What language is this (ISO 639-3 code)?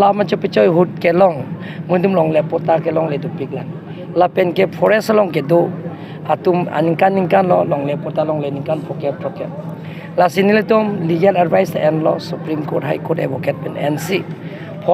mjw